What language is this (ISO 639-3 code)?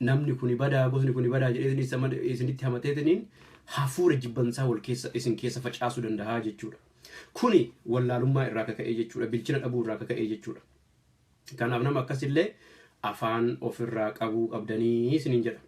orm